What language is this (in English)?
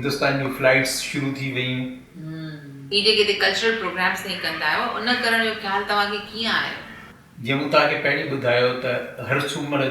Sindhi